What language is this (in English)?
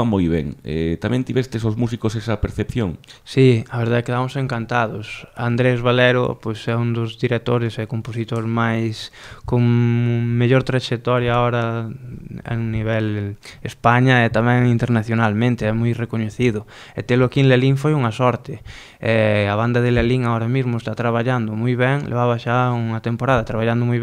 Galician